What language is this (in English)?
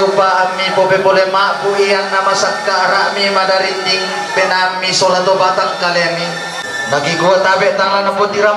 Toraja-Sa'dan